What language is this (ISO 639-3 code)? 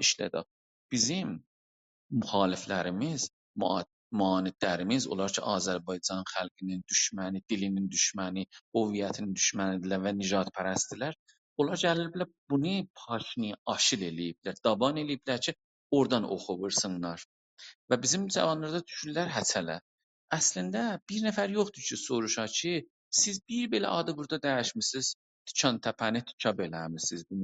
azb